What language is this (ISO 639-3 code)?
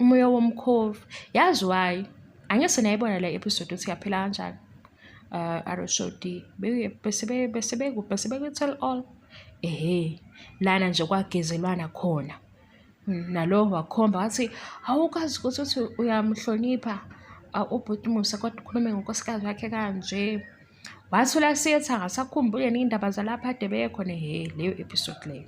zul